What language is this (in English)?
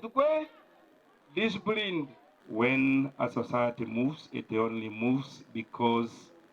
Meru